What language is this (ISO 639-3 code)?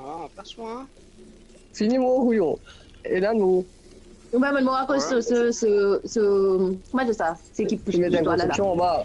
mfe